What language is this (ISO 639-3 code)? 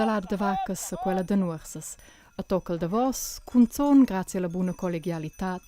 roh